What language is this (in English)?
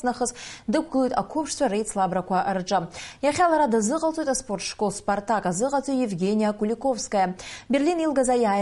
Abkhazian